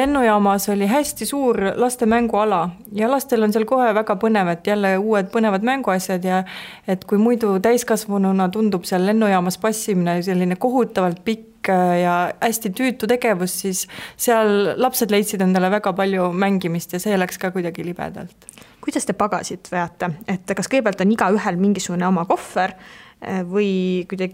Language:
Estonian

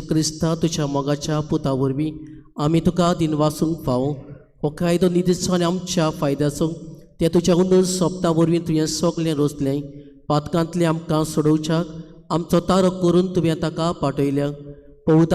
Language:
Konkani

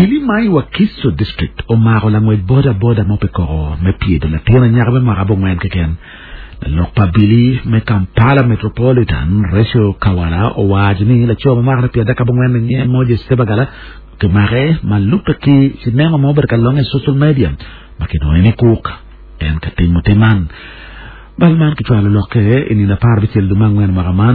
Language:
Acoli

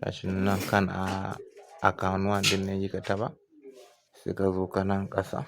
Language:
Hausa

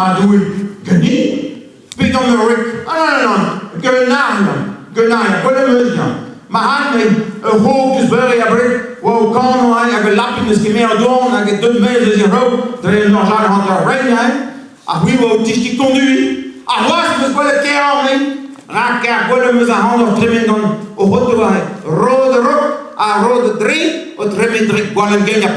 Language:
Breton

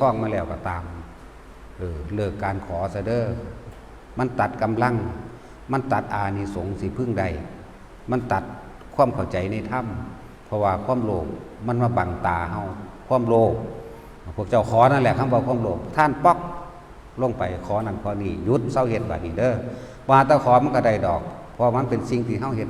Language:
Northeastern Thai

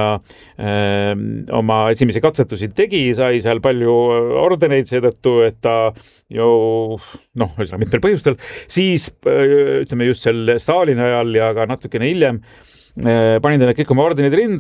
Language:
Estonian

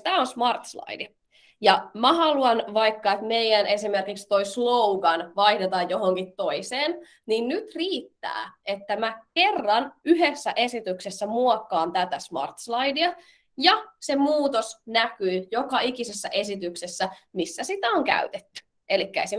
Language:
Finnish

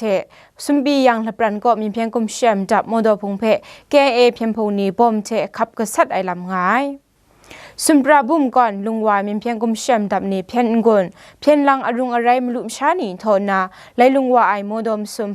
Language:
Kachin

